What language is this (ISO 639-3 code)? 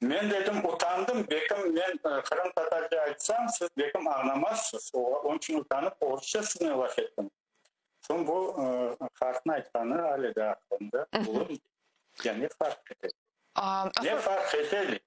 crh